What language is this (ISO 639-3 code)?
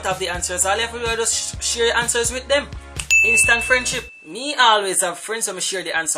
jam